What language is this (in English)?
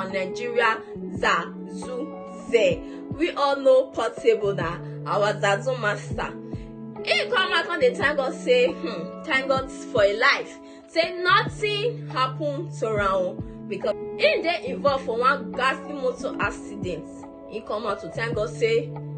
Nigerian Pidgin